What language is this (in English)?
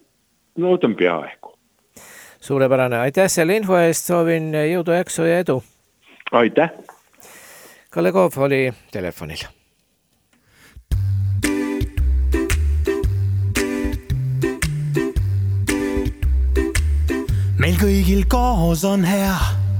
Estonian